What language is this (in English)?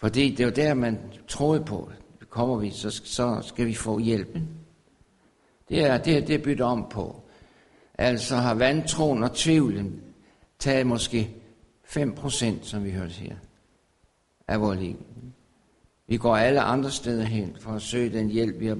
Danish